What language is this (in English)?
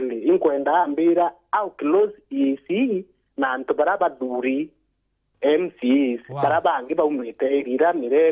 Meru